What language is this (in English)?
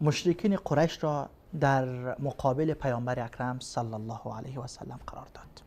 Persian